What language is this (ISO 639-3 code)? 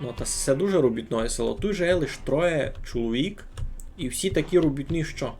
rue